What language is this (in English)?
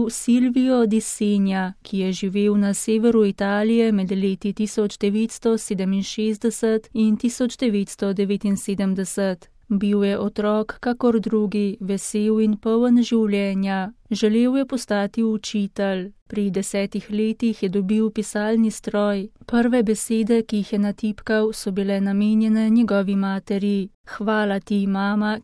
Slovenian